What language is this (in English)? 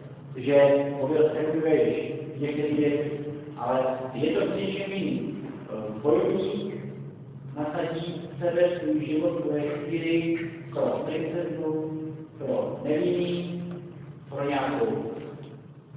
Czech